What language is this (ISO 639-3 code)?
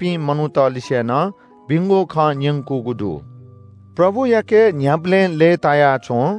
new